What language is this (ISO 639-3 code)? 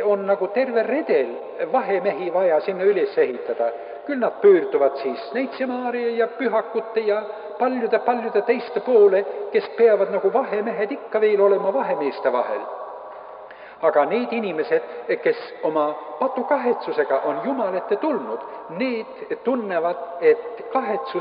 est